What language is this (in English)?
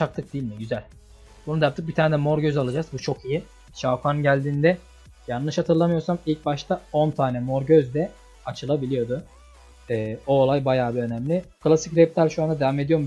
Turkish